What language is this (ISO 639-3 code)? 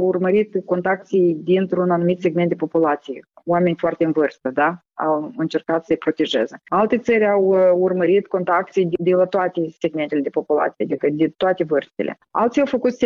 ron